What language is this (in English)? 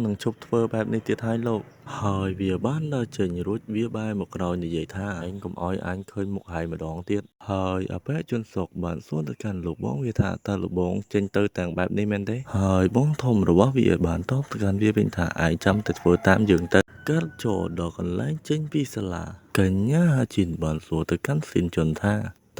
Khmer